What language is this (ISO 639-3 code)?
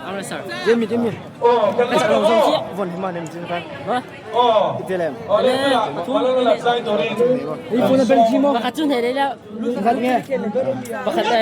lus